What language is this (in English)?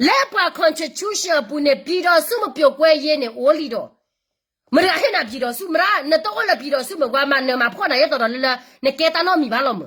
S'gaw Karen